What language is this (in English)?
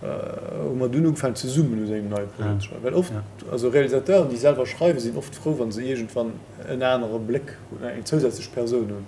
Luxembourgish